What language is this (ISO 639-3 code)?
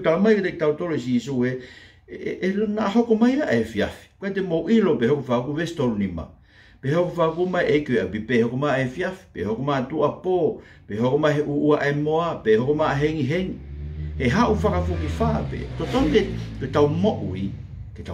ton